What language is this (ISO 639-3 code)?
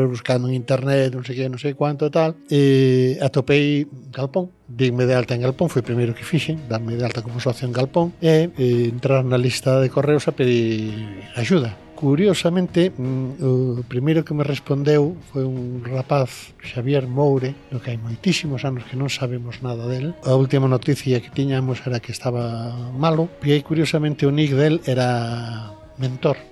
glg